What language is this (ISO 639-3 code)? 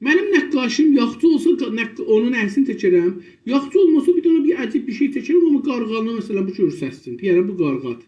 azb